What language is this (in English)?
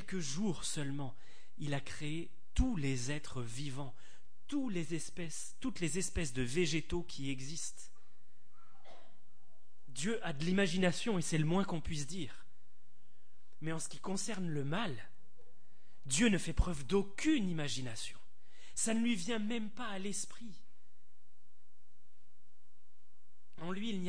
French